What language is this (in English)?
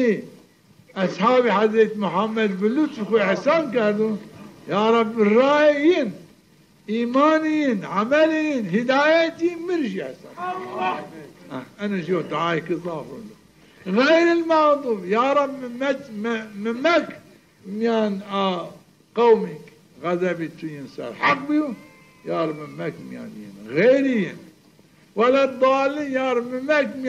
Zaza